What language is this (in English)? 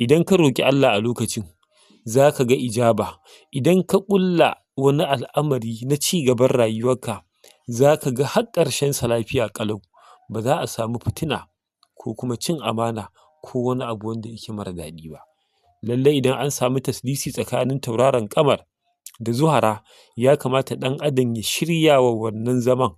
Hausa